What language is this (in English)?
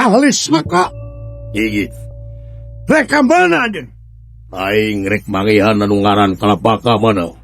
Sundanese